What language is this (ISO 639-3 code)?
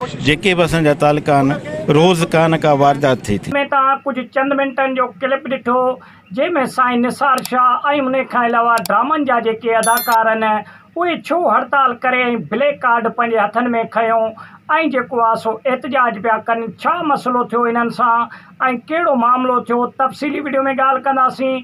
snd